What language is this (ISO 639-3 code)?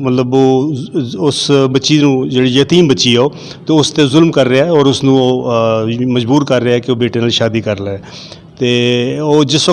lah